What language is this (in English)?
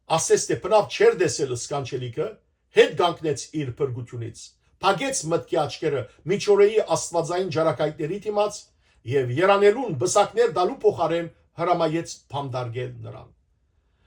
Western Armenian